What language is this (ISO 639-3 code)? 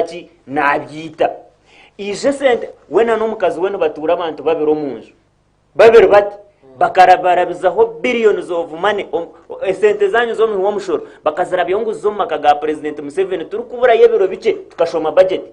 nyn